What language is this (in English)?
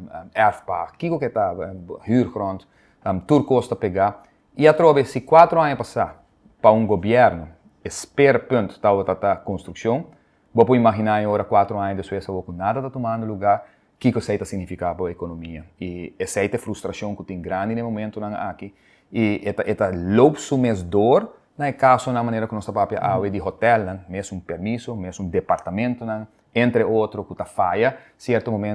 Papiamento